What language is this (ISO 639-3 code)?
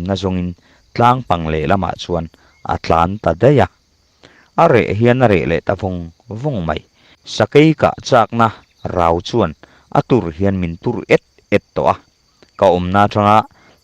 lus